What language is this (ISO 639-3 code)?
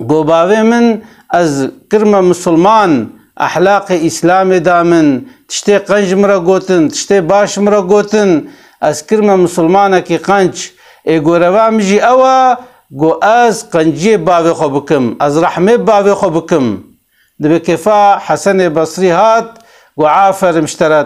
kur